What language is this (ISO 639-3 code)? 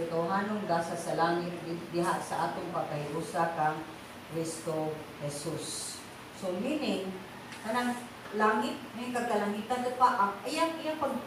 ceb